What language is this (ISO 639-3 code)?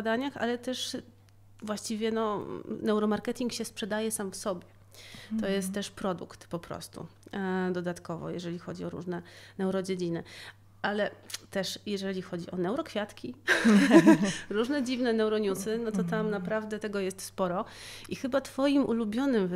pol